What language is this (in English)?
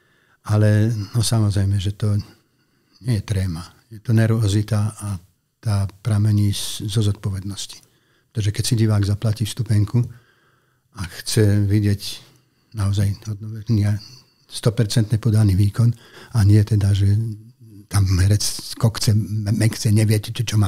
Slovak